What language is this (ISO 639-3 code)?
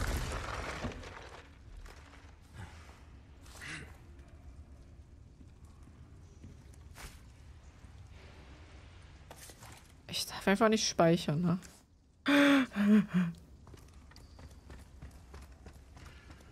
deu